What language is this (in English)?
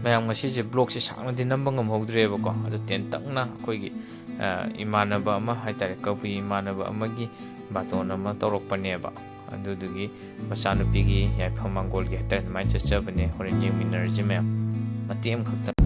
Manipuri